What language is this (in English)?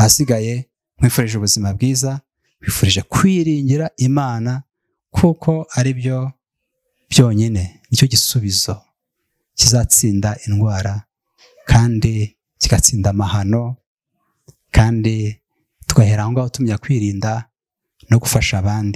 Kinyarwanda